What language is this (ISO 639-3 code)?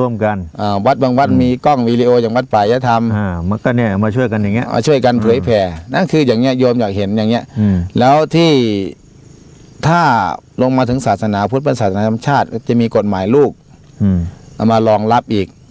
tha